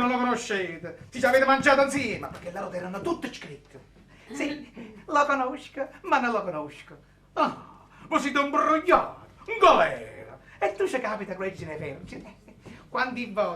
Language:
Neapolitan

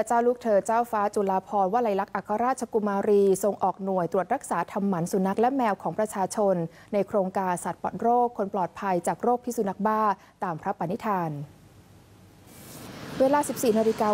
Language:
Thai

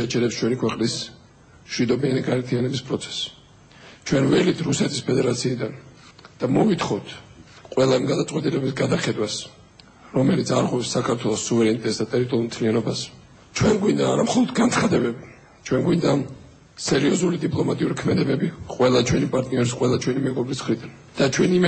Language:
Georgian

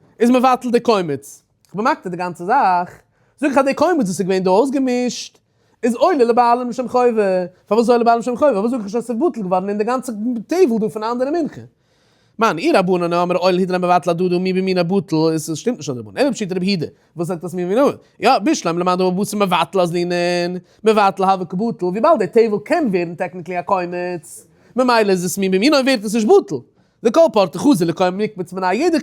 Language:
Yiddish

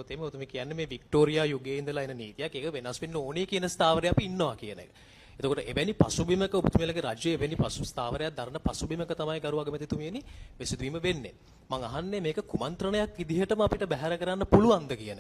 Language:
Sinhala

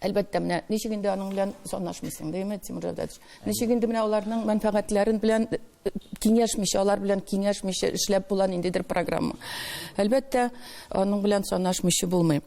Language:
Tatar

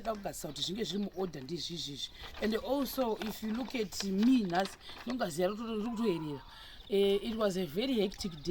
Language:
Shona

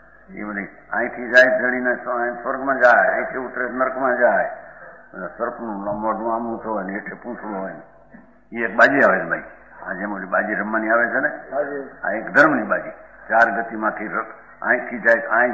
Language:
Gujarati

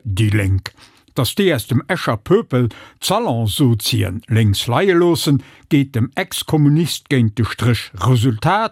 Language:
Luxembourgish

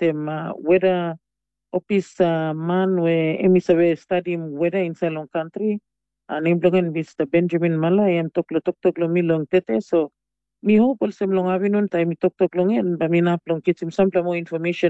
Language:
Tok Pisin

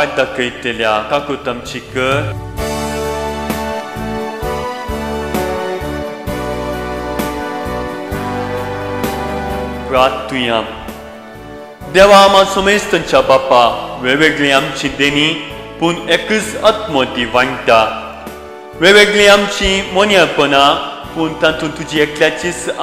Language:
Konkani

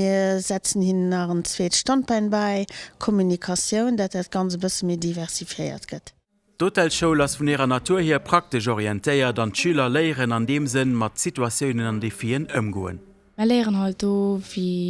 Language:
Luxembourgish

